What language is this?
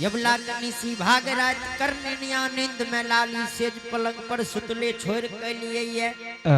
Angika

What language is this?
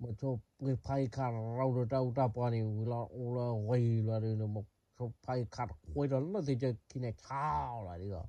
S'gaw Karen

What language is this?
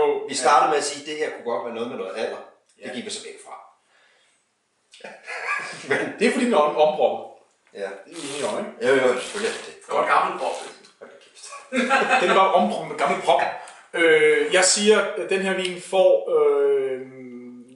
Danish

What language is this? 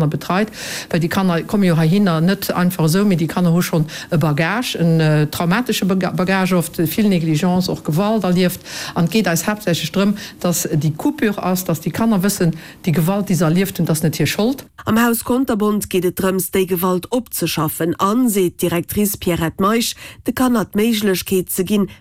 Luxembourgish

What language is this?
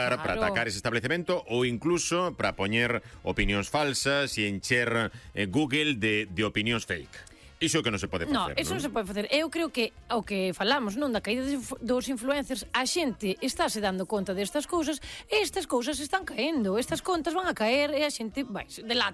Galician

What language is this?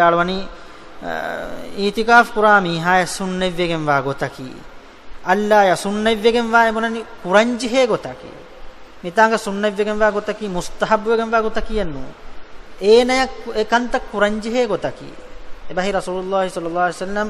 Divehi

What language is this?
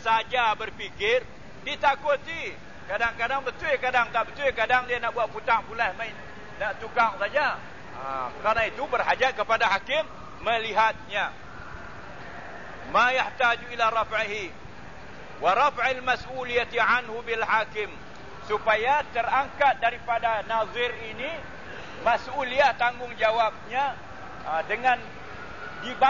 Malay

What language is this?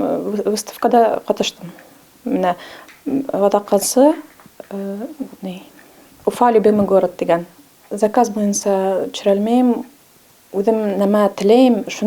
Bashkir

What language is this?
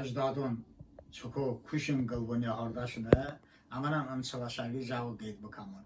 Talysh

